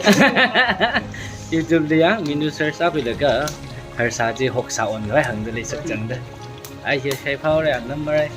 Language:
Tangkhul Naga (India)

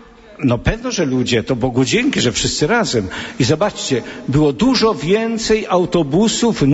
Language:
Polish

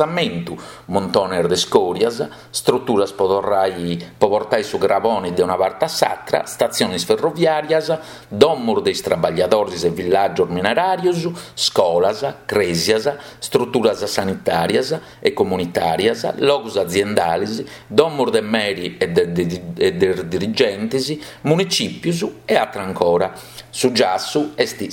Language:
Sardinian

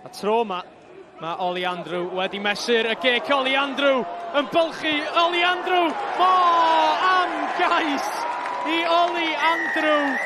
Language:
Welsh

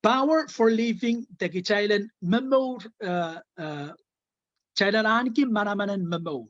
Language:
Pohnpeian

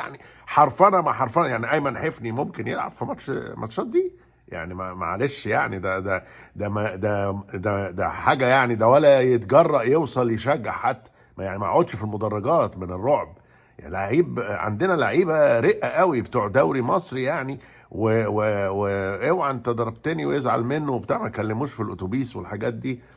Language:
Egyptian Arabic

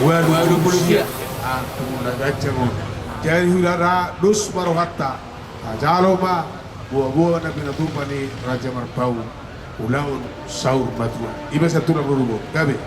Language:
Batak Toba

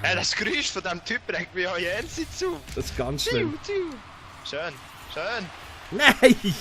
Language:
Swiss German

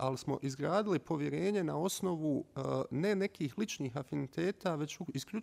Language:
Bosnian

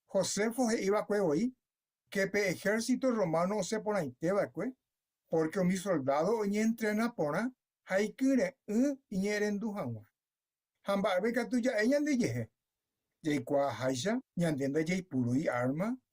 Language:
Guarani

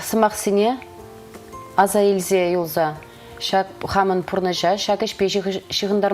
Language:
Chuvash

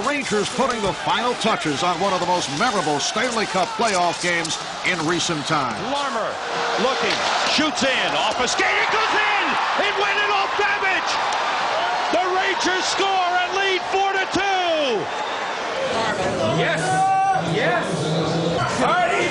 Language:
English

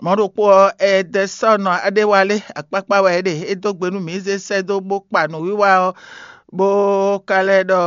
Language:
Fon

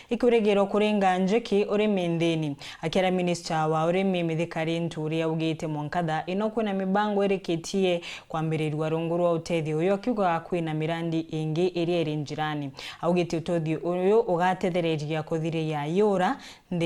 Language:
Meru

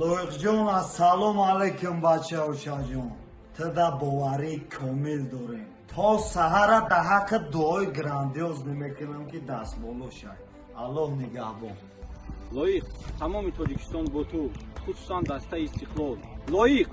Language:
Tajik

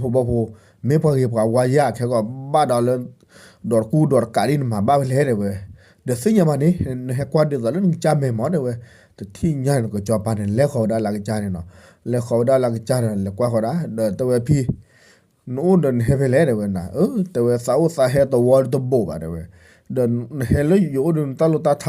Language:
S'gaw Karen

